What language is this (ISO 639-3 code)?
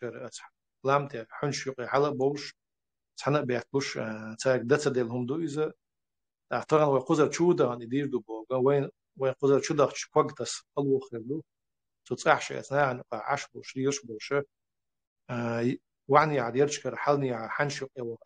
che